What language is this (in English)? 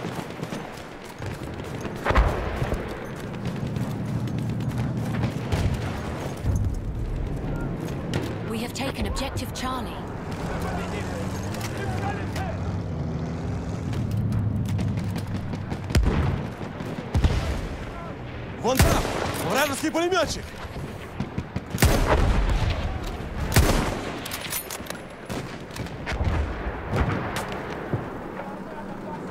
English